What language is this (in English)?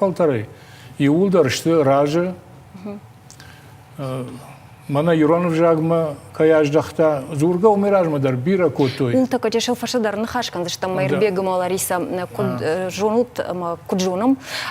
Ossetic